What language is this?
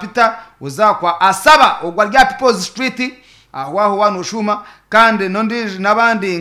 Nyankole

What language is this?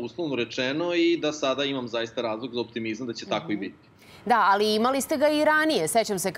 Serbian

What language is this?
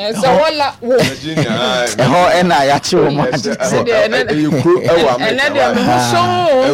Akan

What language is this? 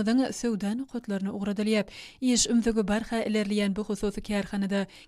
Turkmen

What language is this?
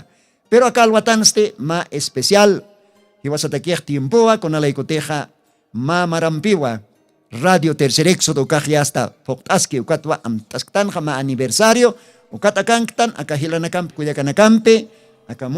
Aymara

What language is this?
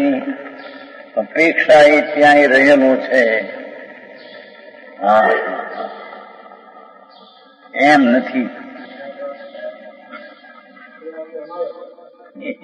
Gujarati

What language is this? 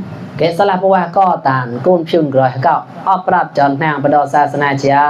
Mon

